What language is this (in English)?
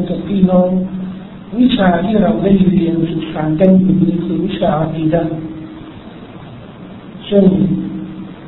Thai